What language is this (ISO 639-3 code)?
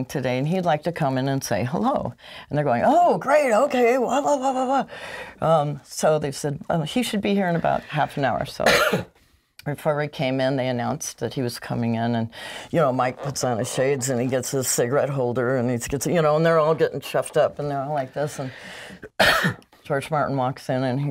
eng